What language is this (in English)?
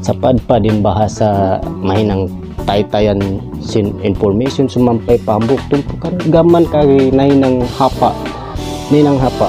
Tausug